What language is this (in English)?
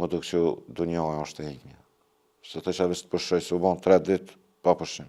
Albanian